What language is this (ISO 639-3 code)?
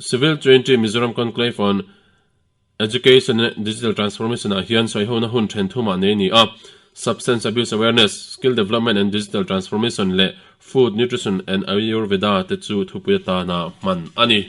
lus